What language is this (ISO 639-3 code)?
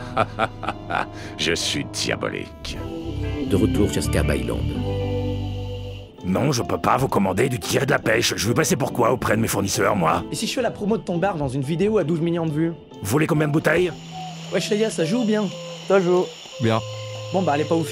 fra